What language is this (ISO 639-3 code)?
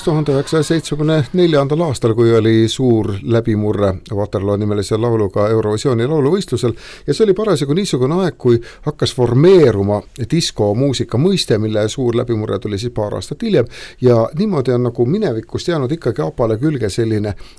est